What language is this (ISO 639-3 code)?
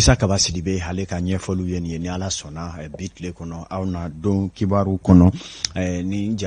bam